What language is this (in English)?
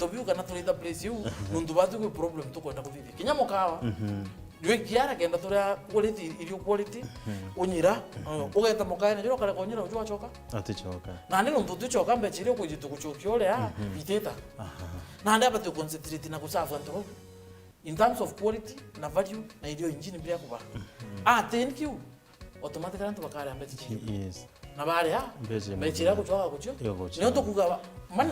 Meru